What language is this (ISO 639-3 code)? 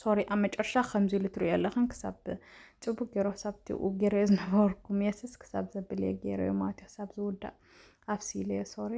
tir